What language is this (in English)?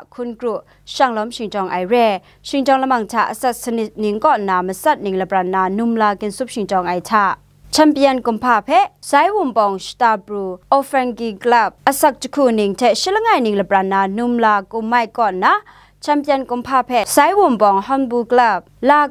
Kachin